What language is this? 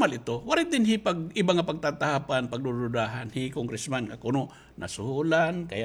Waray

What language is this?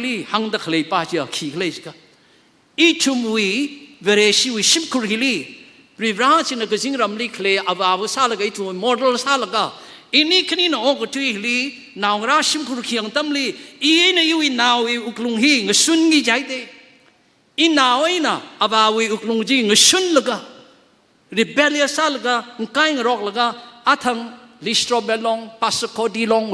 Tangkhul Naga (India)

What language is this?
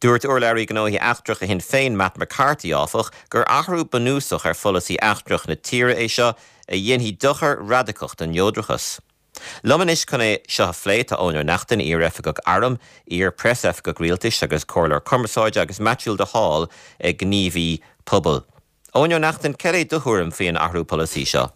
Irish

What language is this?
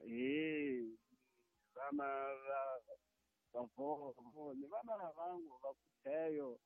Tsonga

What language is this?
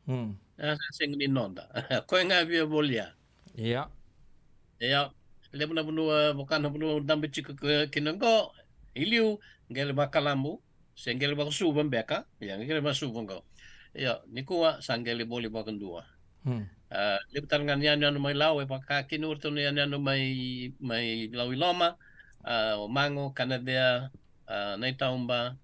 Fijian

